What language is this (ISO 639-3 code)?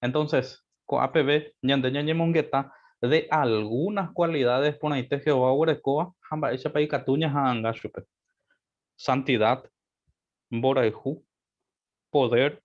grn